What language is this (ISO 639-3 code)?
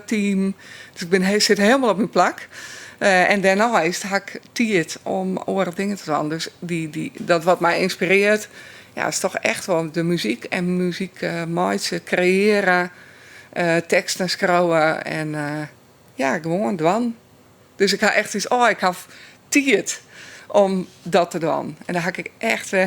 fry